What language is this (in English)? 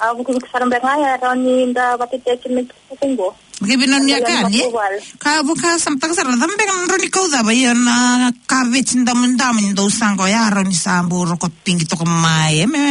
Fijian